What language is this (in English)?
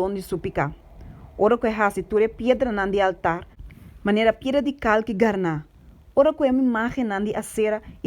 Papiamento